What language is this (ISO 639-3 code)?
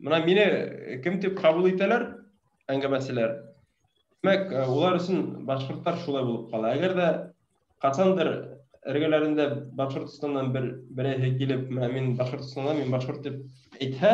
bak